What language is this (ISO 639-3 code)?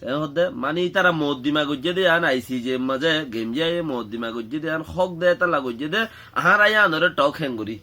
rhg